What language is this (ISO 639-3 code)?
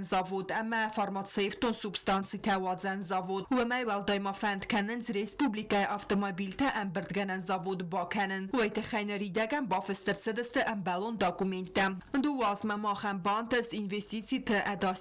oss